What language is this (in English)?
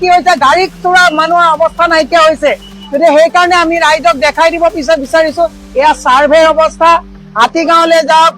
Assamese